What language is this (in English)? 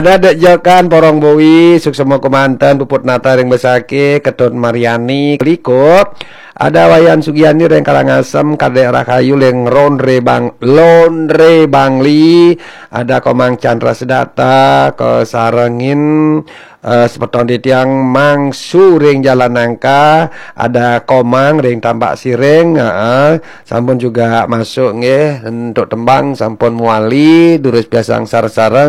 Balinese